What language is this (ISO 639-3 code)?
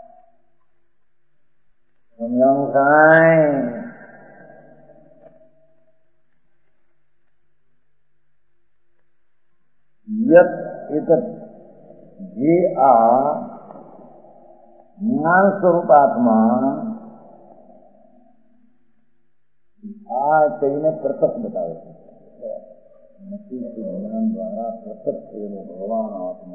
guj